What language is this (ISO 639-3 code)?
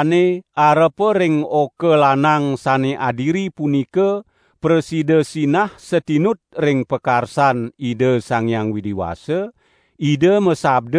ban